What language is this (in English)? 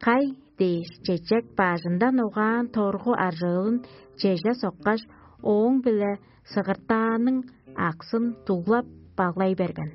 Tuvinian